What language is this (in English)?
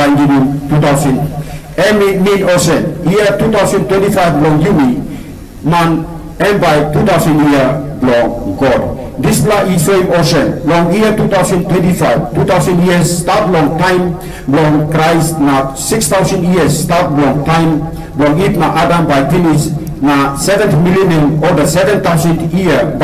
Tok Pisin